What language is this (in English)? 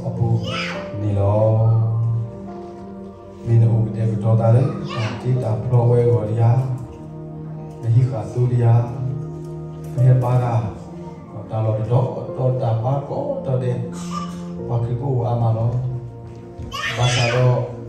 S'gaw Karen